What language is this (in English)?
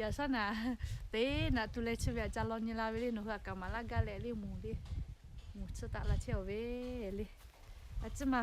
Lahu